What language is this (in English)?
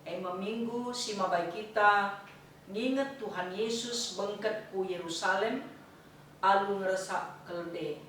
Batak Karo